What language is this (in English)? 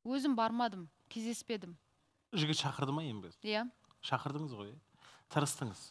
Kazakh